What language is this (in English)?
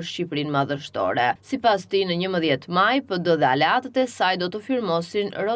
Albanian